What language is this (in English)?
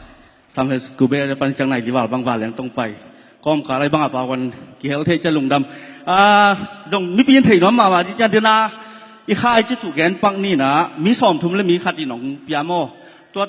Tedim Chin